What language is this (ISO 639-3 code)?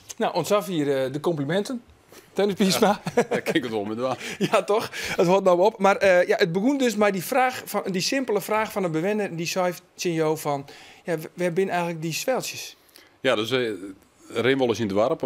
fry